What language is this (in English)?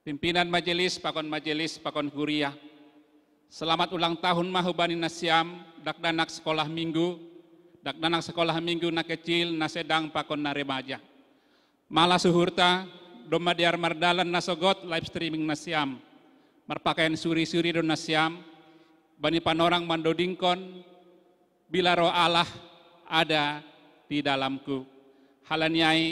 Batak Simalungun